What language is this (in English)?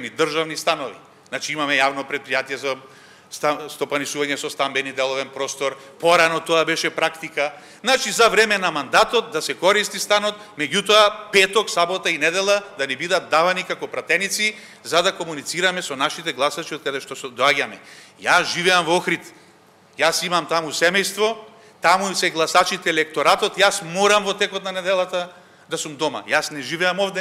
Macedonian